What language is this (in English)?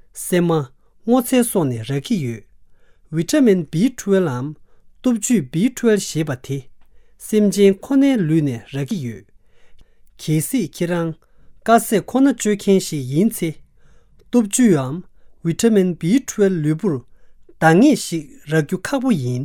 Tibetan